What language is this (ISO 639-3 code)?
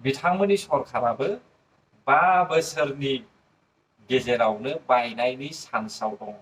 brx